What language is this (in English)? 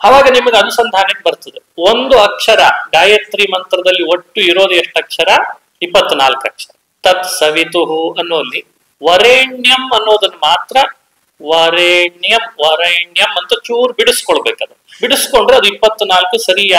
Kannada